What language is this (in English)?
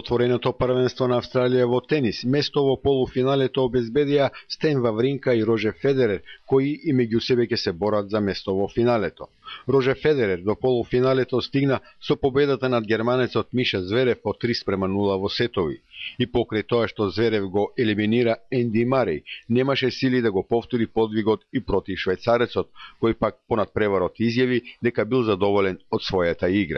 Macedonian